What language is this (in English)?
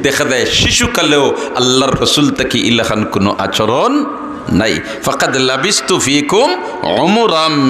Sylheti